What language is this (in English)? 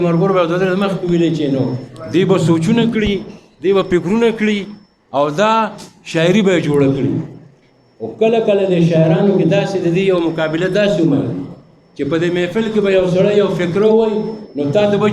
Pashto